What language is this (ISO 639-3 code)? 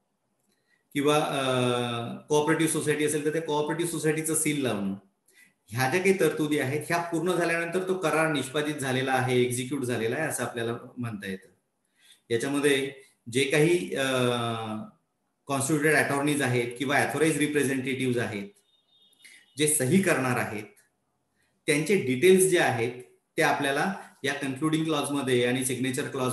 mar